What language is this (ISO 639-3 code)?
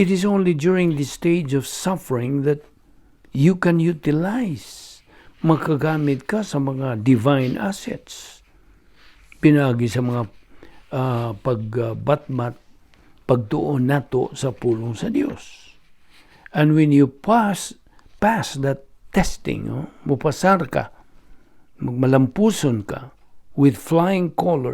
ceb